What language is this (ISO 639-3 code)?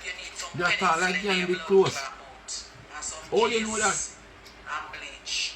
jam